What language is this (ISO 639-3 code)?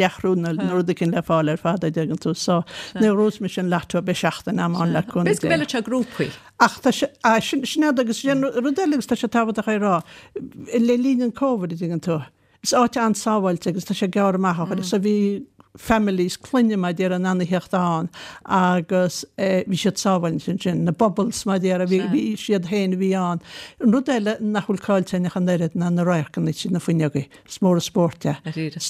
gle